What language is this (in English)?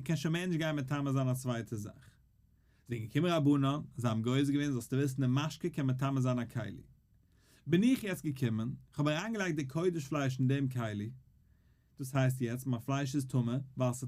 Yiddish